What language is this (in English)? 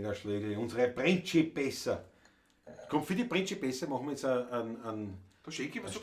Bavarian